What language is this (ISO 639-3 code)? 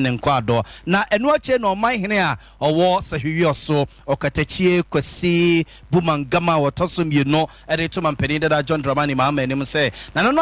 aka